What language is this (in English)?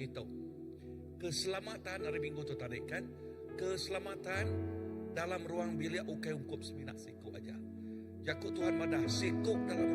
Iban